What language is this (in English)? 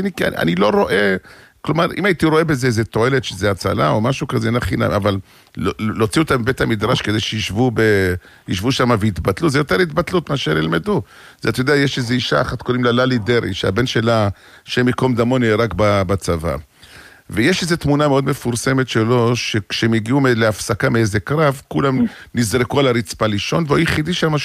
Hebrew